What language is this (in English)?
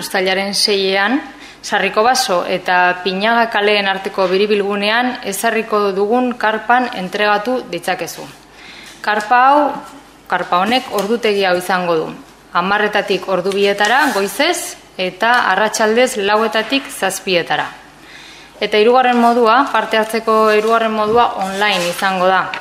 Basque